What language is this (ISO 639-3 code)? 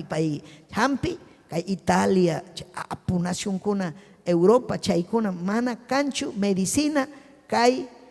quy